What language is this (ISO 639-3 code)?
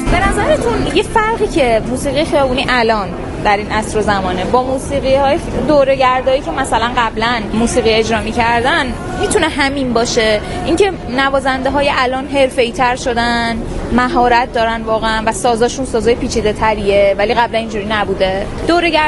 fas